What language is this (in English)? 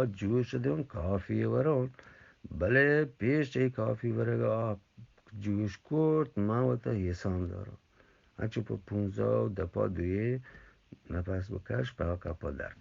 Eastern Balochi